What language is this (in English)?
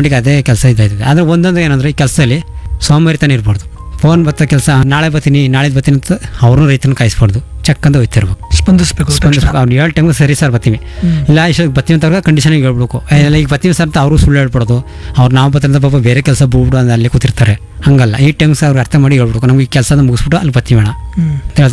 Kannada